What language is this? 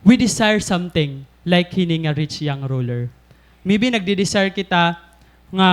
Waray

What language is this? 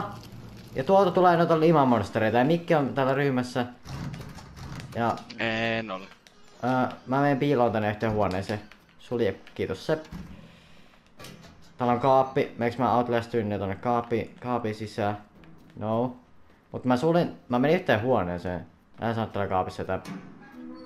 Finnish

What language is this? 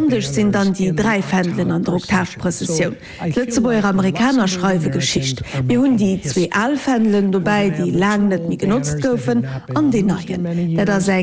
Luxembourgish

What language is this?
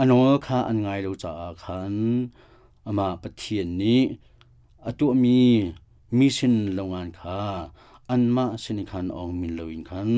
Hakha Chin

